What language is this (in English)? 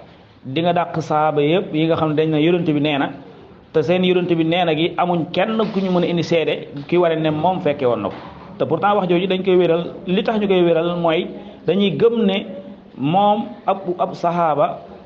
Wolof